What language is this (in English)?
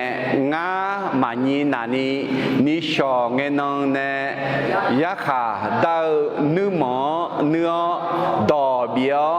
Akha